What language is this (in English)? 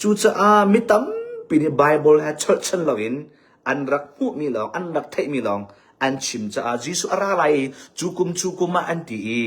Hakha Chin